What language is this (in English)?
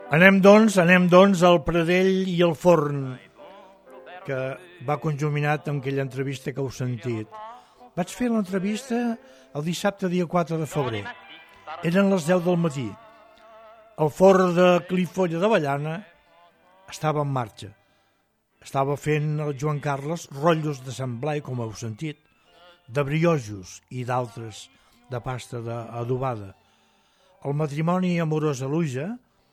Catalan